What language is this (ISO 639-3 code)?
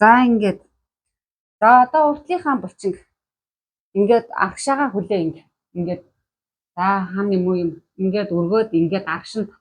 mon